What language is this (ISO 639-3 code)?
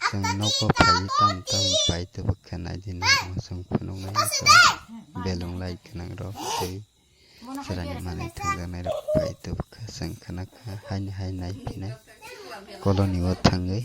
trp